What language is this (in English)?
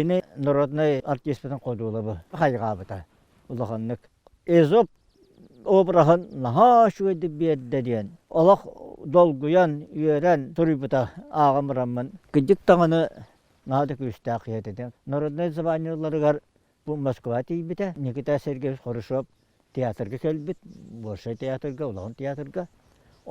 Yakut